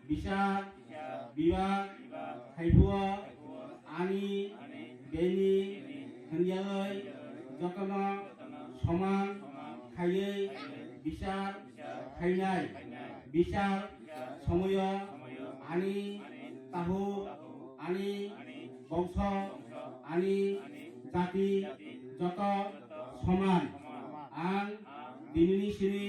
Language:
Kok Borok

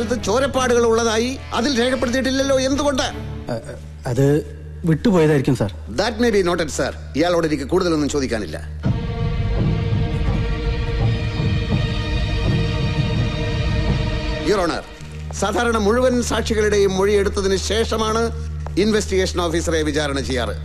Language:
Malayalam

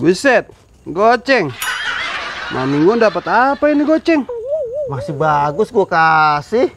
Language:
Betawi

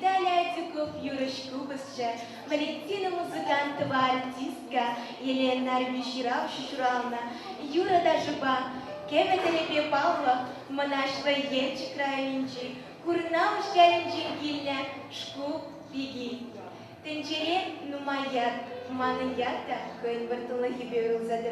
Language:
Chuvash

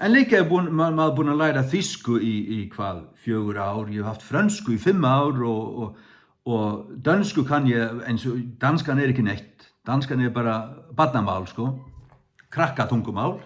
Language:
Faroese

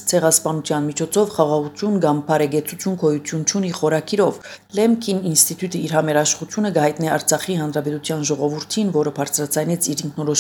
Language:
Armenian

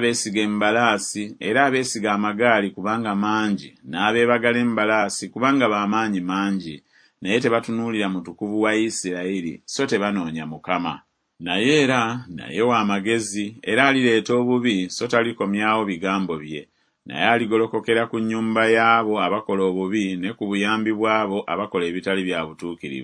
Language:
Ganda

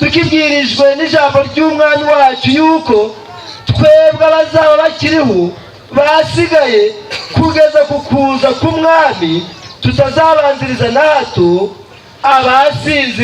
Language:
Kinyarwanda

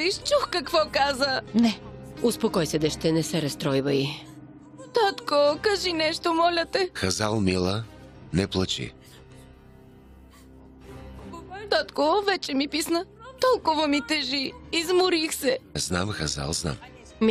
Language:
Bulgarian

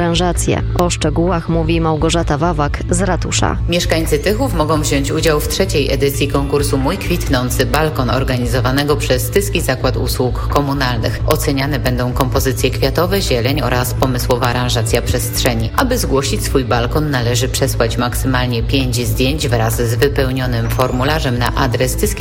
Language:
Polish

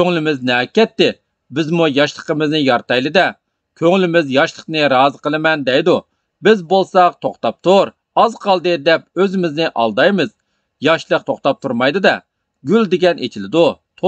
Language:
Uyghur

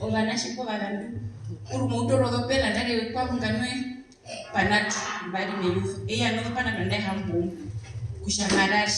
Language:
Herero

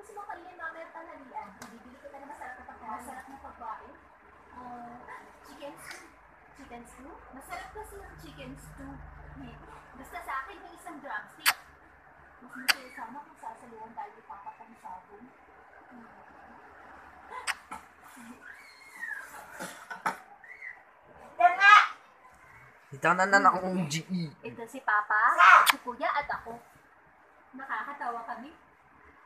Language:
Filipino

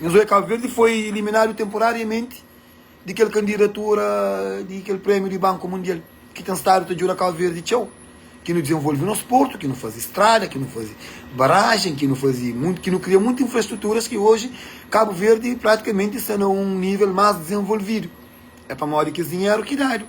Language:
Kabuverdianu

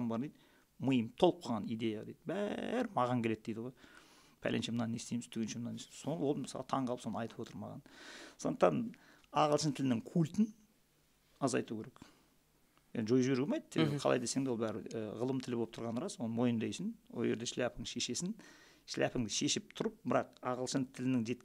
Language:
Kazakh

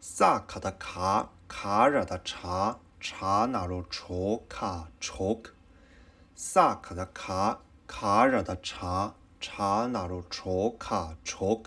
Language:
Tibetan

